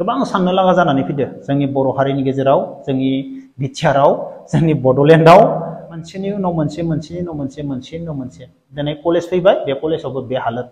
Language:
Bodo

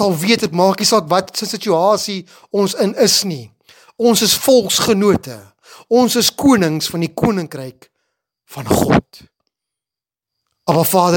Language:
Afrikaans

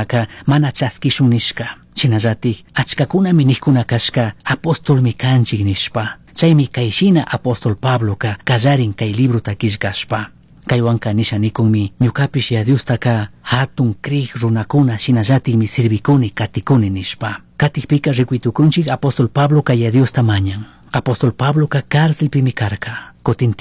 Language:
Chimborazo Highland Quichua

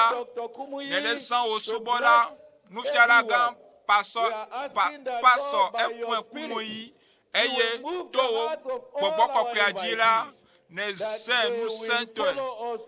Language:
Ewe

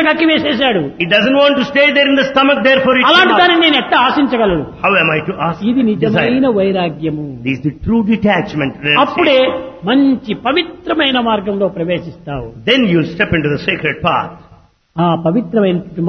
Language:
Telugu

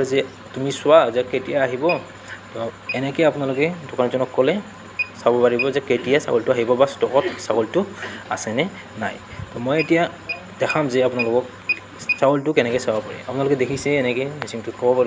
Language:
Assamese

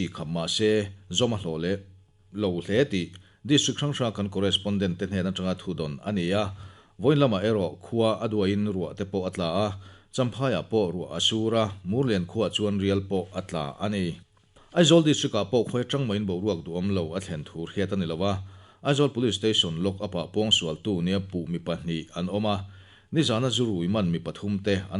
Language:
Mizo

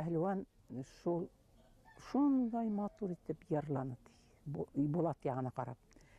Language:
Bashkir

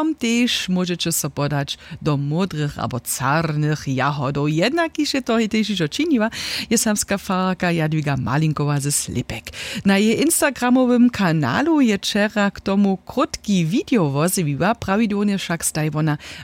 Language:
Upper Sorbian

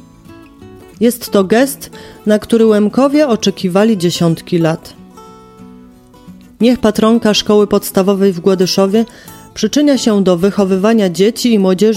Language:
Polish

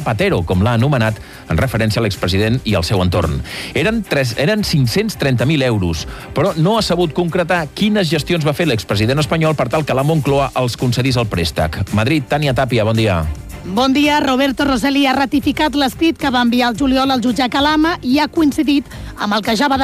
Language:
Catalan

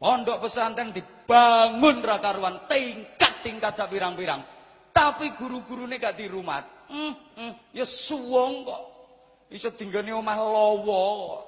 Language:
Javanese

